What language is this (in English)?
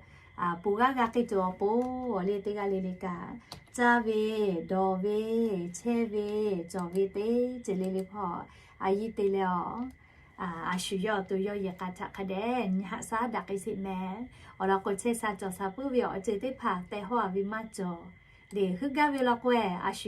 Lahu